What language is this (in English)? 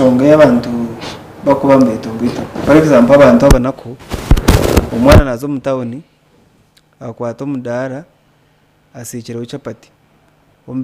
Nyankole